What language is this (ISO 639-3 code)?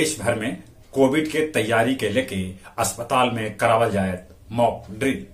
mag